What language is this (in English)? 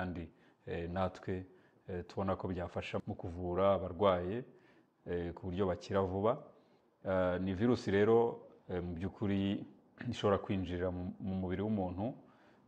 Kinyarwanda